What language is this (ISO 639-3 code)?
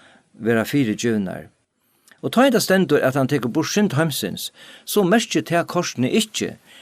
fao